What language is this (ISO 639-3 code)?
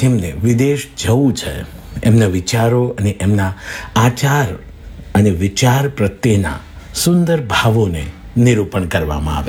guj